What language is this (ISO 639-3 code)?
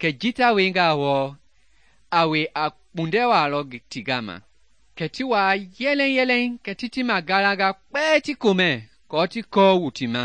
men